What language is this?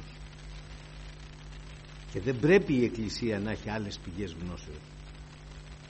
Greek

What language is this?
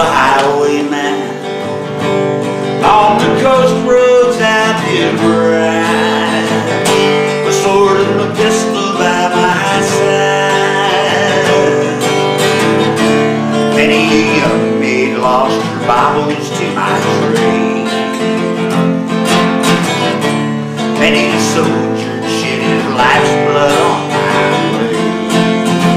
English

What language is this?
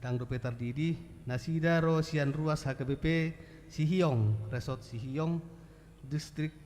Batak Toba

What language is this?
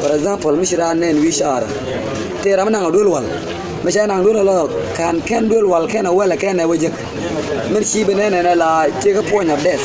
Nuer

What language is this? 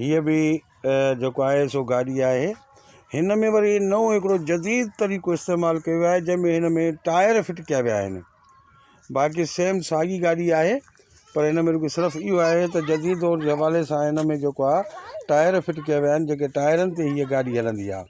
Sindhi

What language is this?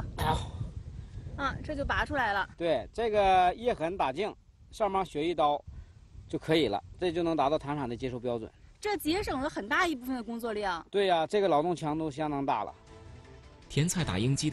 Chinese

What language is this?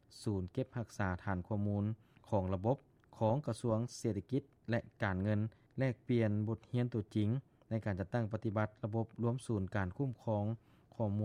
Lao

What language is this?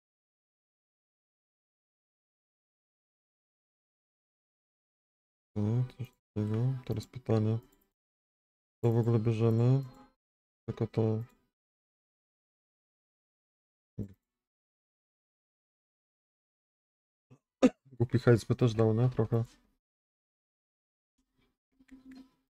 Polish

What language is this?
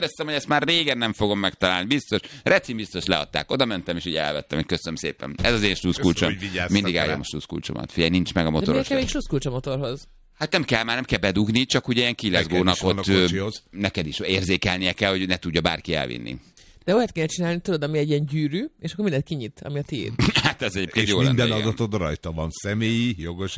Hungarian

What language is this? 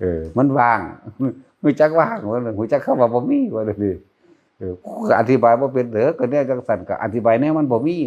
Northeastern Thai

